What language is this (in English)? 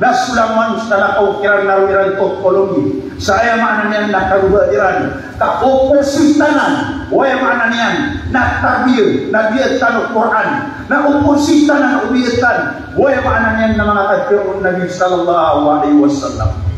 Maranao